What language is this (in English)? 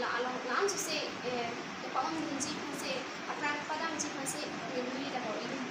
Karbi